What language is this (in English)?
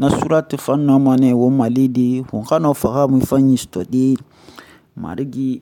Susu